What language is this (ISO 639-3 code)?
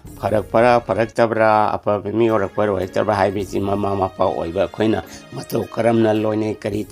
mni